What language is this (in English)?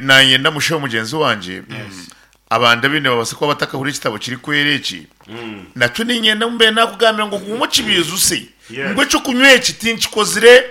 Nyankole